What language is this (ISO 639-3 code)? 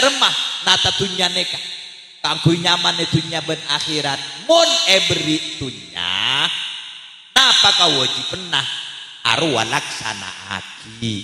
mad